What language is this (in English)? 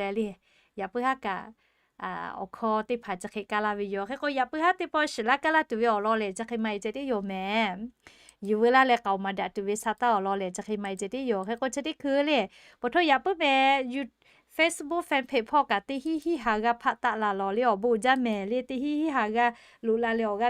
Lahu